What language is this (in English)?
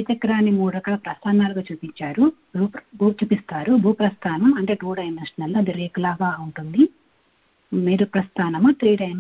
Telugu